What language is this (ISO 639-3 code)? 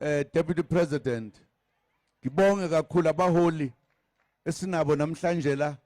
zul